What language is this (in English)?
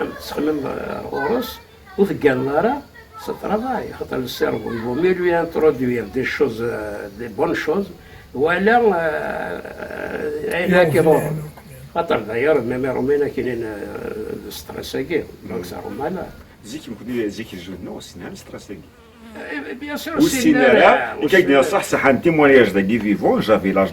Kabyle